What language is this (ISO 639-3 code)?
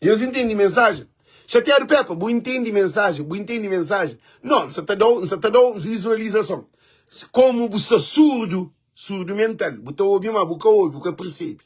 kea